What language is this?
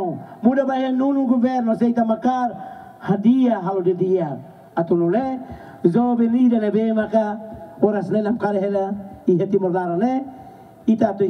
Tetum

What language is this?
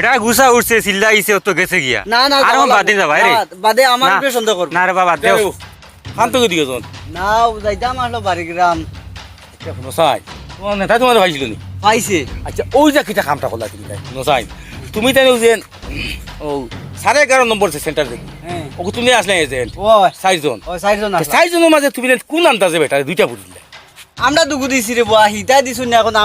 Sylheti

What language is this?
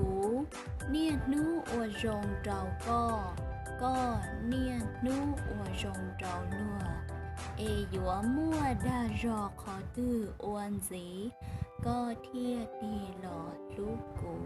Hmong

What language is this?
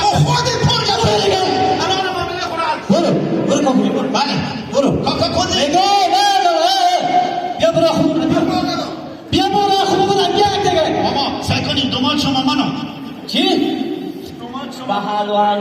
Hazaragi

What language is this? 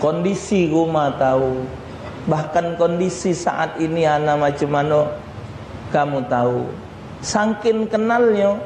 Musi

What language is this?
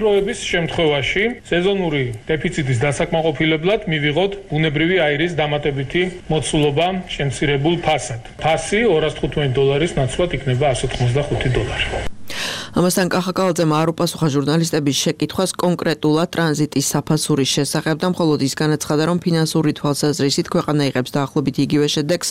Georgian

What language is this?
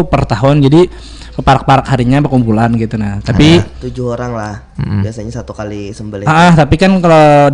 Banjar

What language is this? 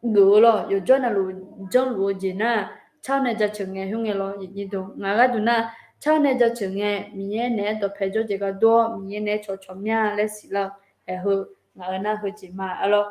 Akha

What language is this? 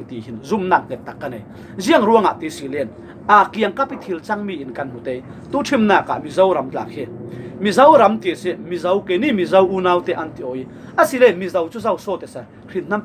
Falam Chin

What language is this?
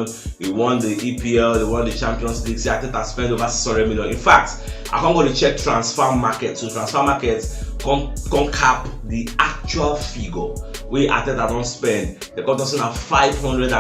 Nigerian Pidgin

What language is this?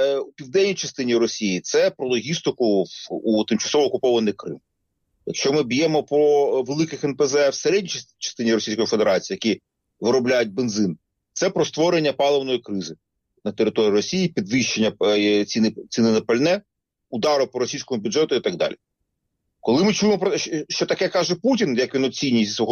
Ukrainian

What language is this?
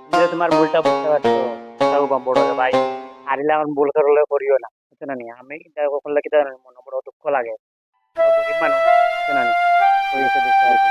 Sylheti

